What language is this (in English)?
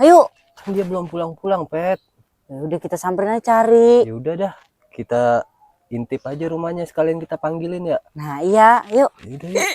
Betawi